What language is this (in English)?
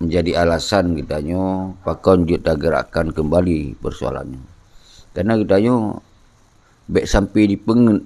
Achinese